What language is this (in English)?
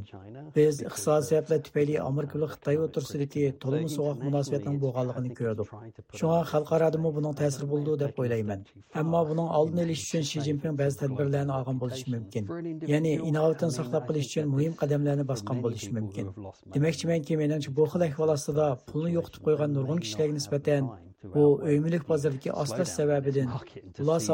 Uyghur